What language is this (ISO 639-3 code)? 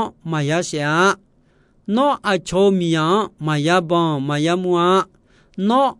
ahk